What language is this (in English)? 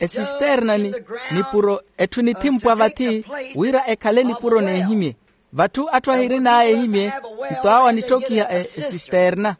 Makhuwa